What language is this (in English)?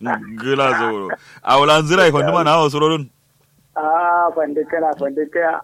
Kanuri